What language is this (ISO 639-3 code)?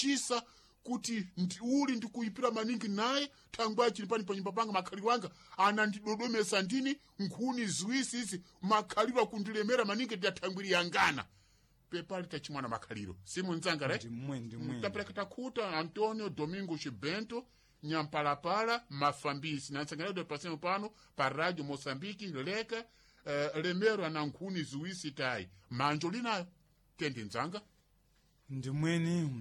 seh